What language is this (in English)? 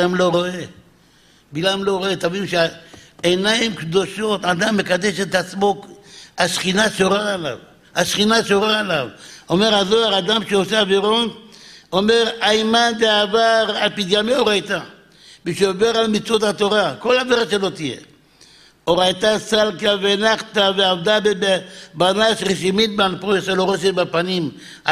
Hebrew